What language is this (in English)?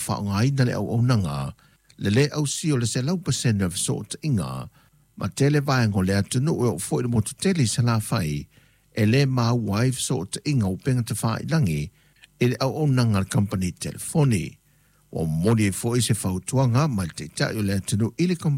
Samoan